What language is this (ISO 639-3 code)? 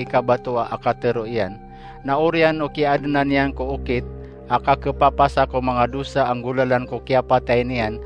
mrw